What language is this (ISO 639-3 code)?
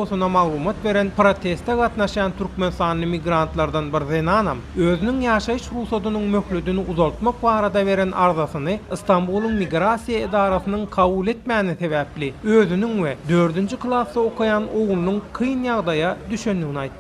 tuk